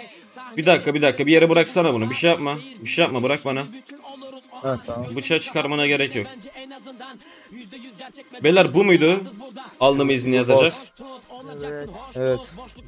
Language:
Turkish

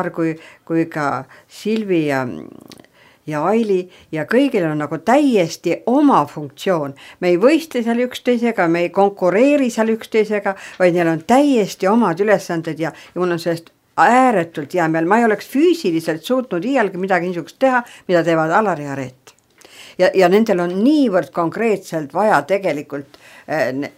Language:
Estonian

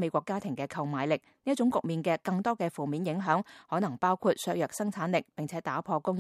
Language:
Cantonese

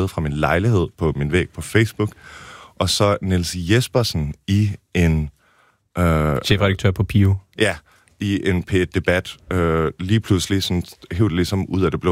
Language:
Danish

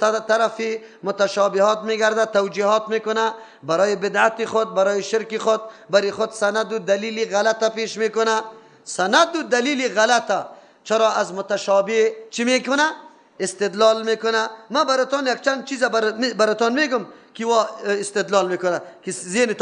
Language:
Persian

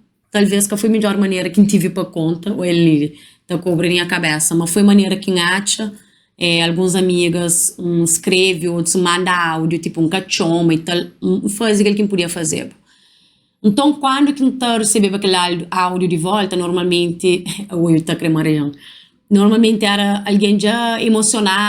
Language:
Kabuverdianu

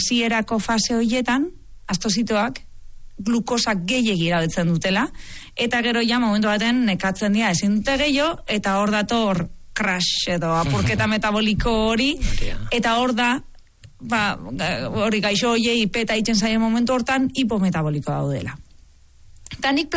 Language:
Basque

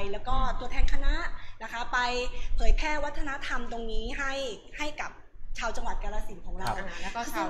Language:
Thai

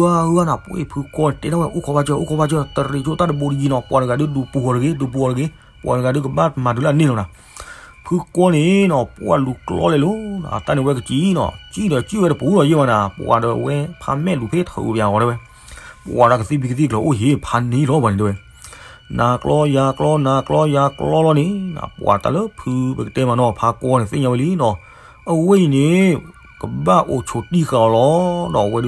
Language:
S'gaw Karen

